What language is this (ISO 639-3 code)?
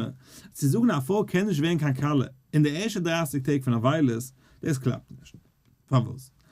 yid